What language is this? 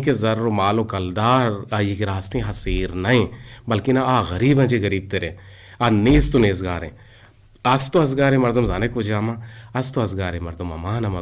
Eastern Balochi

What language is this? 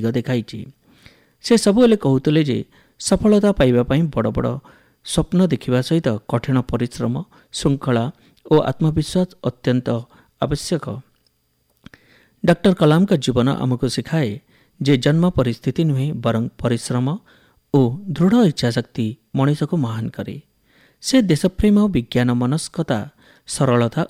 Odia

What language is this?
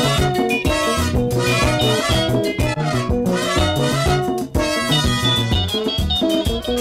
Swahili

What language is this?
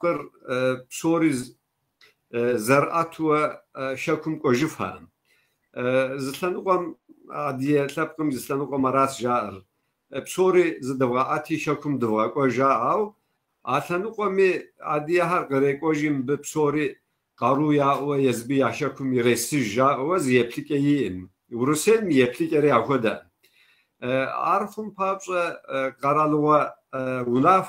Kabardian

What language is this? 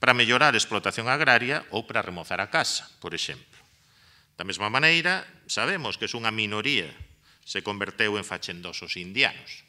Galician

